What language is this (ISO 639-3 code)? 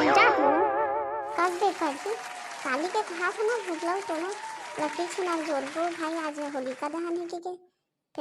hne